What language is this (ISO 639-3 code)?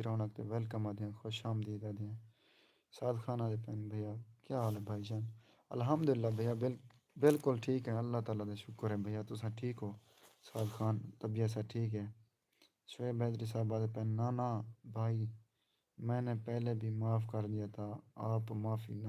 skr